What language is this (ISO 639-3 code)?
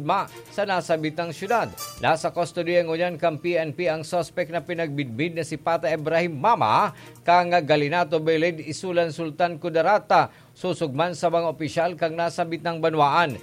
bik